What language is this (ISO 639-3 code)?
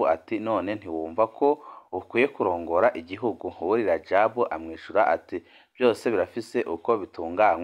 run